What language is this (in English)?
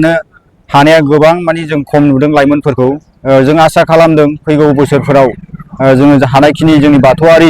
Bodo